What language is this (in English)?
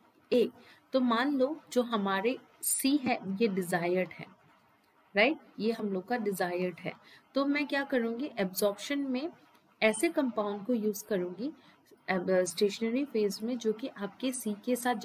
Hindi